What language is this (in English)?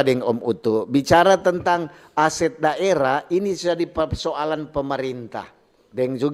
Manado Malay